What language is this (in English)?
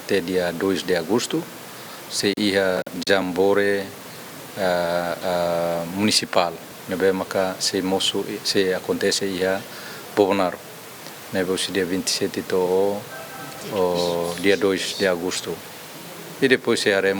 Tetum